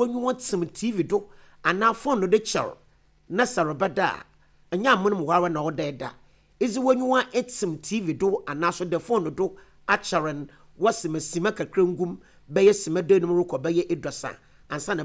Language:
Akan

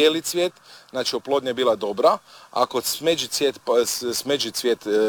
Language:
Croatian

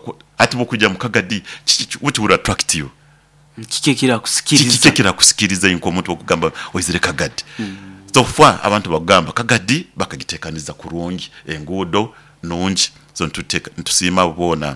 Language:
Nyoro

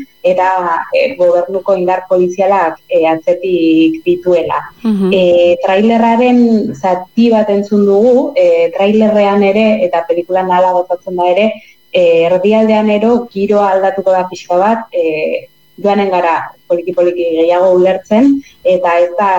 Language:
Basque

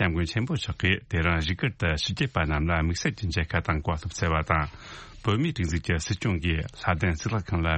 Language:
Tibetan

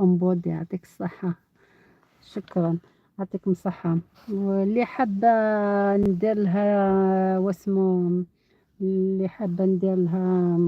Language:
Algerian Arabic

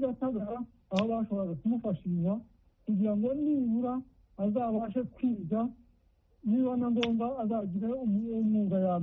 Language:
Kinyarwanda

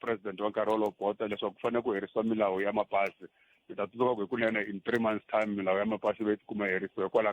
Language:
Tsonga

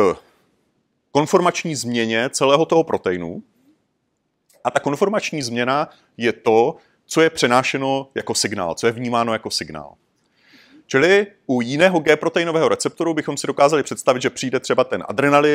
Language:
Czech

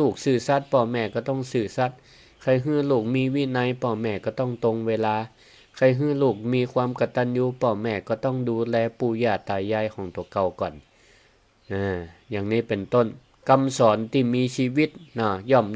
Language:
Northern Thai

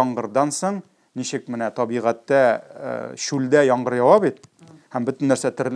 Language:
Tatar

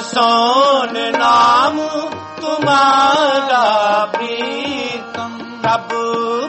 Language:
Punjabi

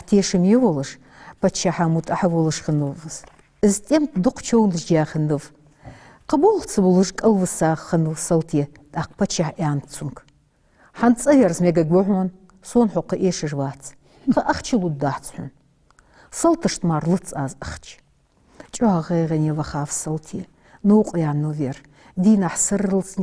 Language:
Ingush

